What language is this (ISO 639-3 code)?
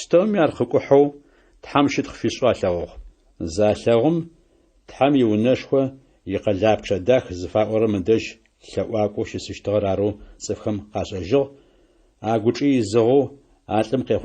ady